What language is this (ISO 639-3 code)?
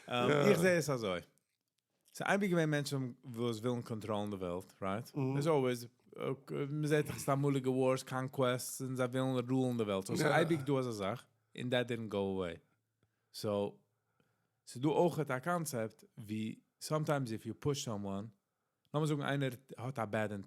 yid